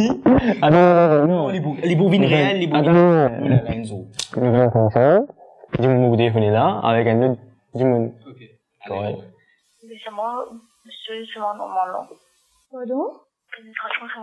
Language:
Morisyen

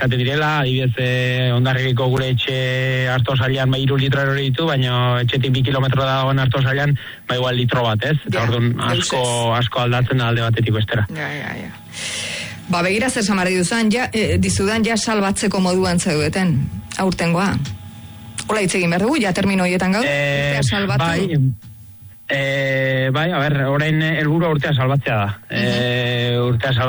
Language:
Basque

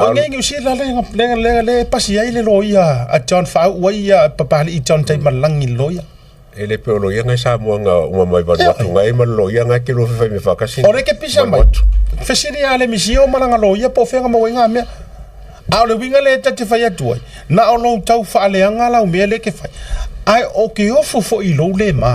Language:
Samoan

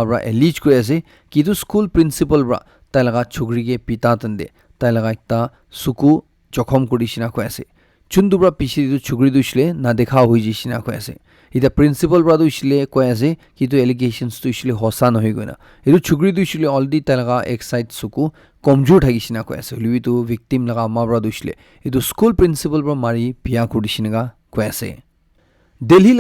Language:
Naga Pidgin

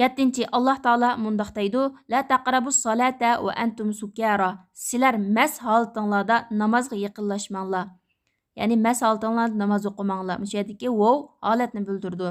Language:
Uyghur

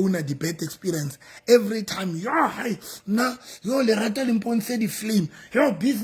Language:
Southern Sotho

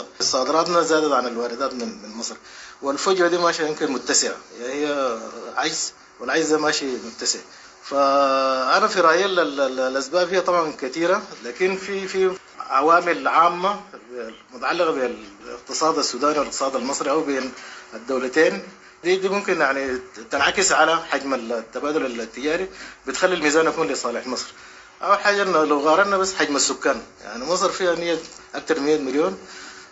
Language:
Sudanese Arabic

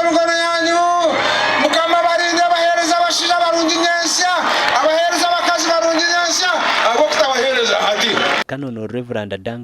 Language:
Nyankole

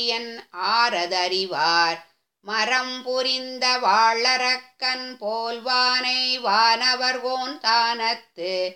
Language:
Tamil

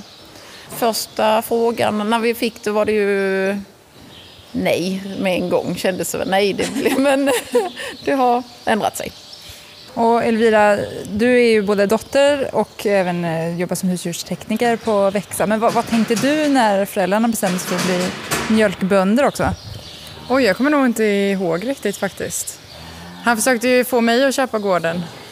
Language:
Swedish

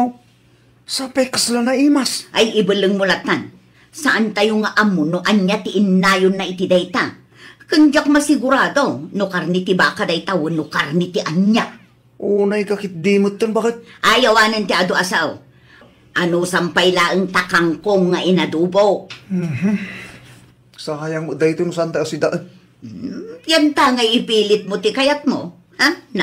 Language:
Iloko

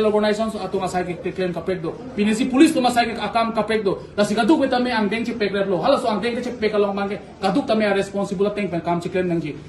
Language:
Karbi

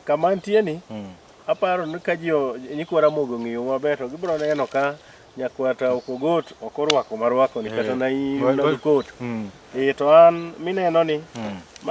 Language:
Luo (Kenya and Tanzania)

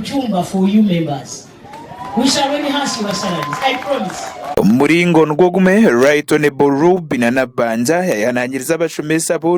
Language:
Nyankole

